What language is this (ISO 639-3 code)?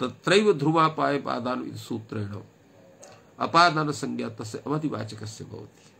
san